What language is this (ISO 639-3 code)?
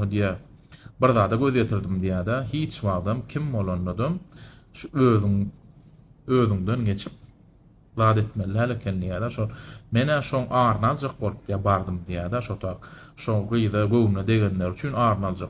tuk